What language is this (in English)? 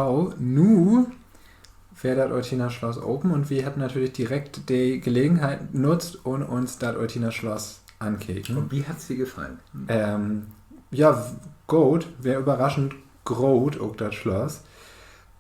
Low German